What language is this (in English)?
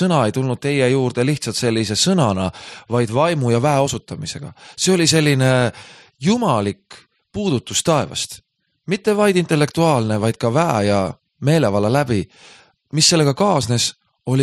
Estonian